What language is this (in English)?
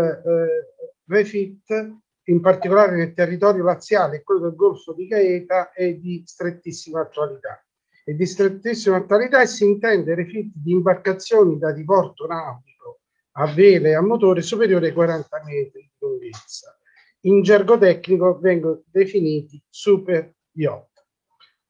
Italian